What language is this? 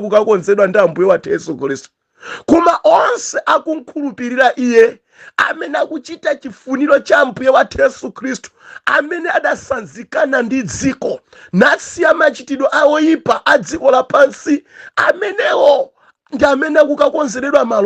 Nyanja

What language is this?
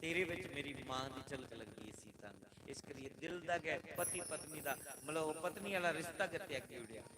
Dogri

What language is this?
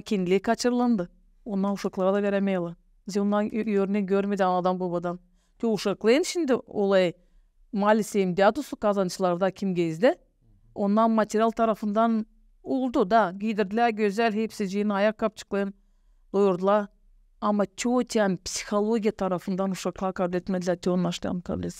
Gagauz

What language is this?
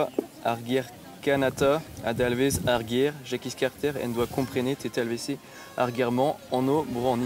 Breton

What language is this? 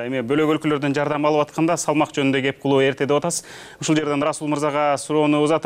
Kyrgyz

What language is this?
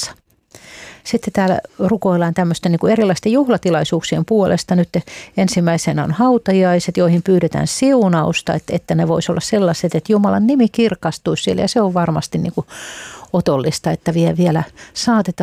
Finnish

